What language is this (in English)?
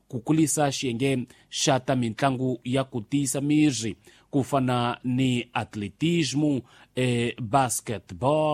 Tsonga